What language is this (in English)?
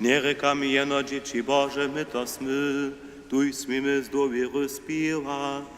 Upper Sorbian